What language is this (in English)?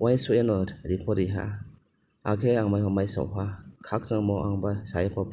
Riang (India)